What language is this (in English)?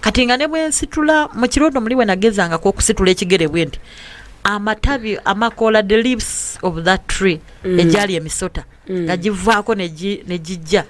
Ganda